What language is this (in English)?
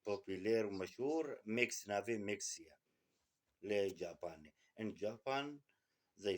Kurdish